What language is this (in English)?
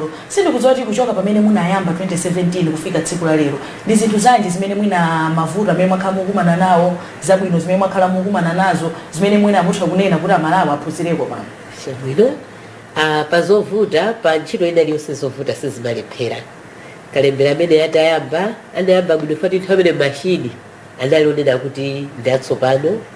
Nyanja